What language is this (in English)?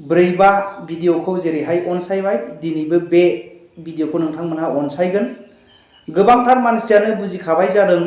Bodo